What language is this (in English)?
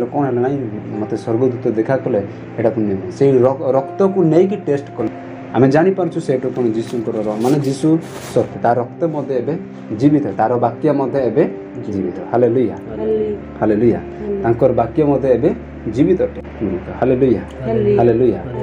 Odia